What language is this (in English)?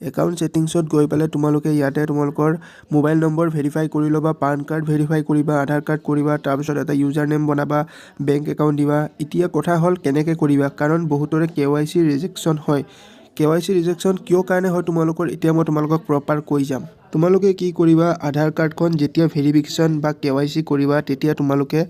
Assamese